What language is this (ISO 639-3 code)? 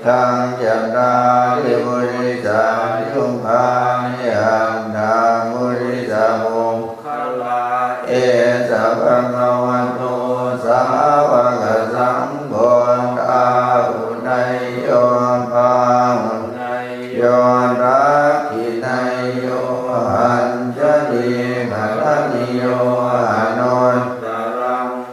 pli